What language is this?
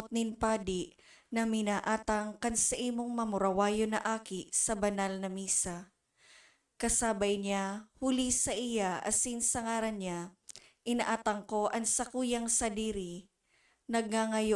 Bikol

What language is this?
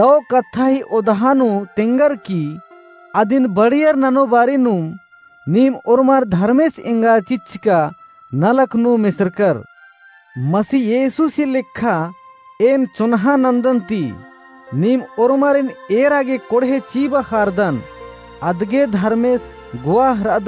Kurukh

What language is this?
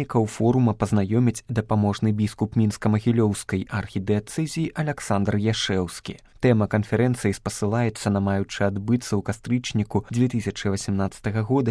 Belarusian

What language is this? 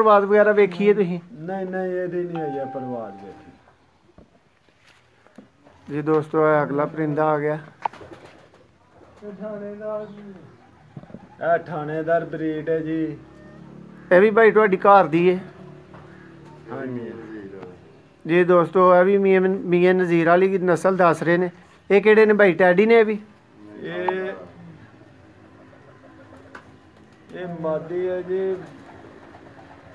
Punjabi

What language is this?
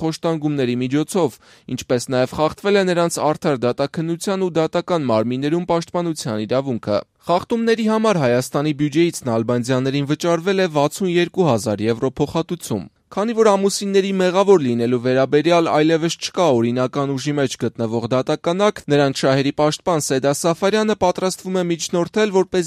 Armenian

